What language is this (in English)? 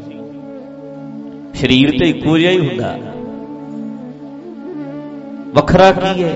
Punjabi